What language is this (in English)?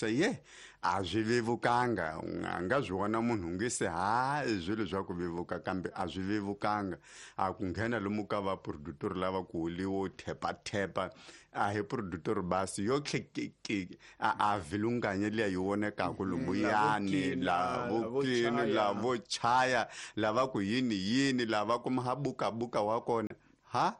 Tsonga